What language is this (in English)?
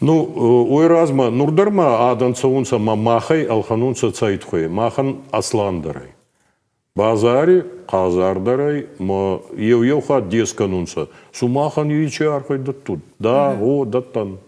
Ossetic